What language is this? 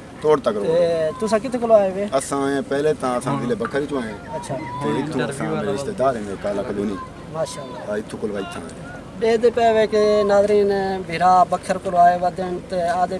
Saraiki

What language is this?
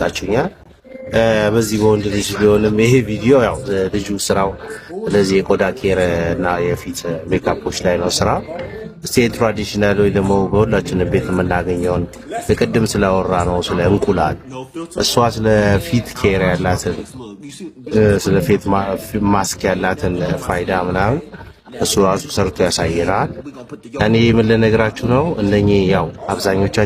Amharic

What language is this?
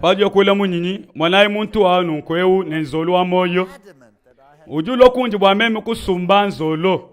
Luba-Lulua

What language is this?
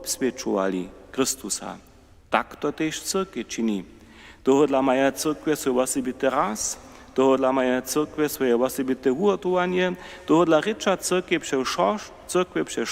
Upper Sorbian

